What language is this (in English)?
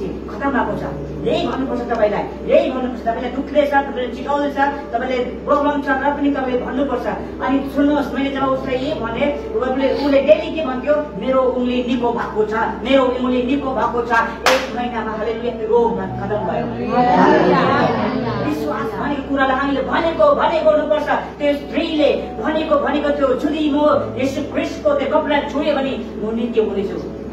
Nepali